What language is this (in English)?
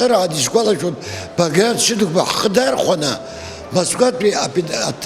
Abkhazian